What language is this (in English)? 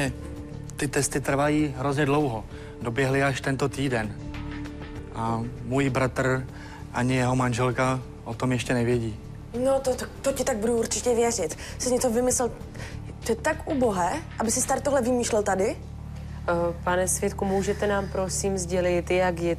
Czech